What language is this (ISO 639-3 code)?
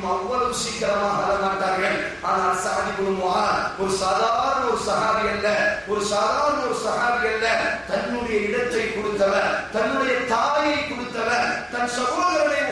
tam